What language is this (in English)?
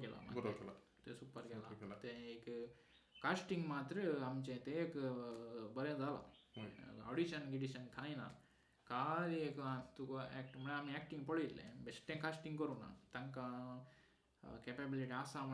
Konkani